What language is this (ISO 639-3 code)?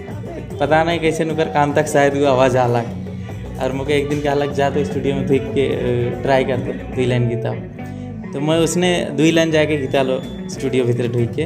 sck